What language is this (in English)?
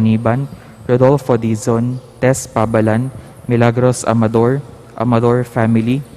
Pampanga